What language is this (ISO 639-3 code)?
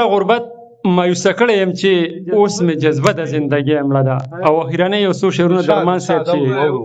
pus